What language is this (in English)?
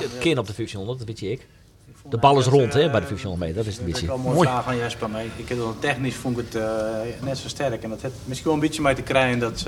Western Frisian